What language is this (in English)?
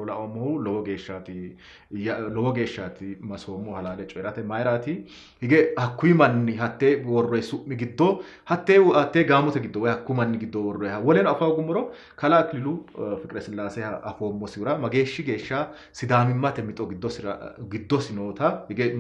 Sidamo